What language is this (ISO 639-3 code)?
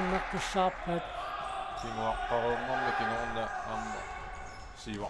kal